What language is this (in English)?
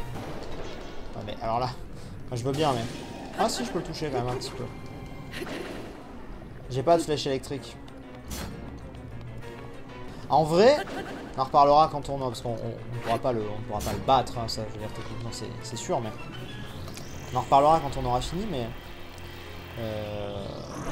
French